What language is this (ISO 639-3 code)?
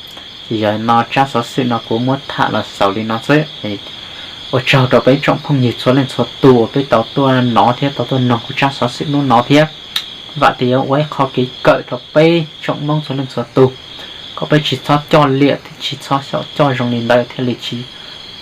hmn